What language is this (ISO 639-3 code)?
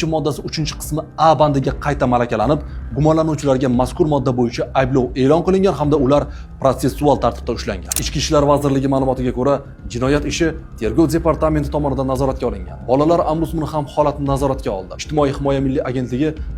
uzb